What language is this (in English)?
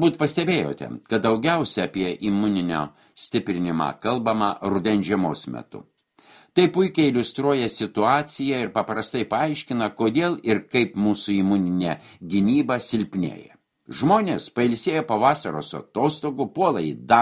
Lithuanian